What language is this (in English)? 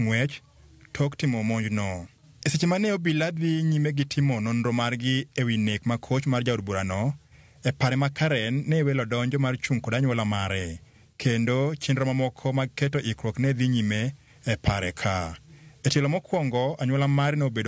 Luo (Kenya and Tanzania)